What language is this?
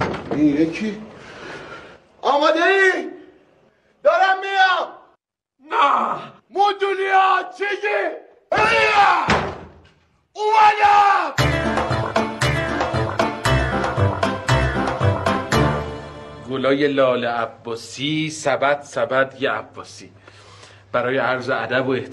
Persian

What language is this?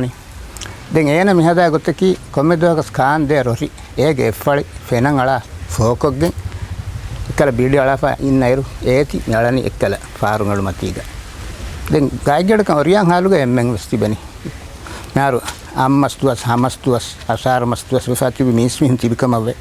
Divehi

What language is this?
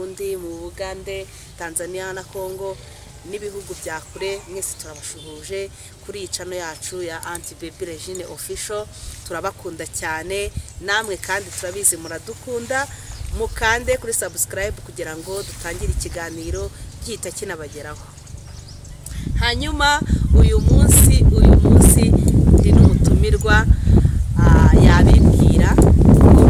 Kinyarwanda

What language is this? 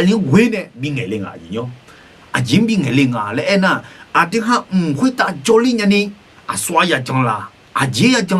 Akha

